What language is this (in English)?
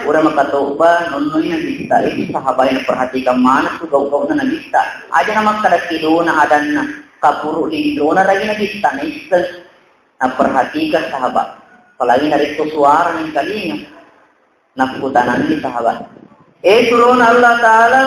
Buginese